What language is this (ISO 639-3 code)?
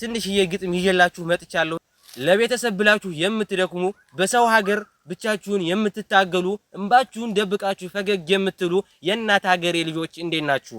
amh